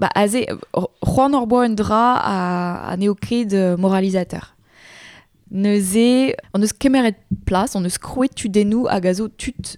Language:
Breton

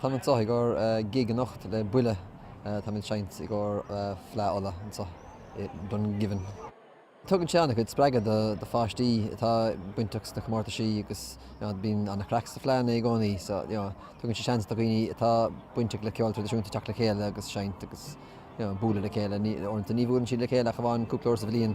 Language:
Irish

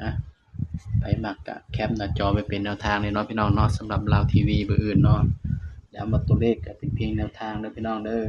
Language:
Northeastern Thai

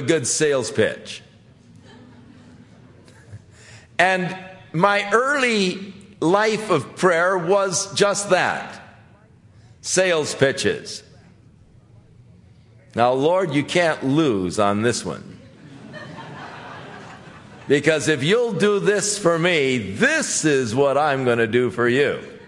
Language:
English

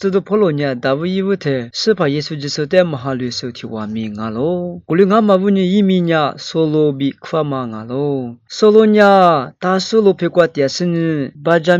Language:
Lisu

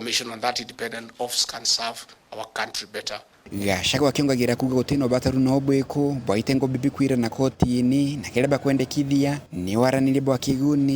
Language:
Meru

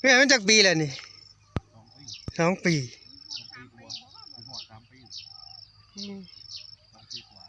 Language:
Northeastern Thai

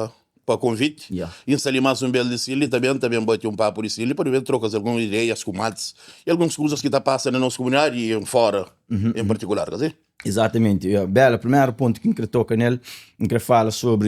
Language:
Kabuverdianu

